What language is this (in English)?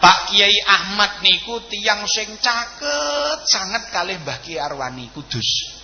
Javanese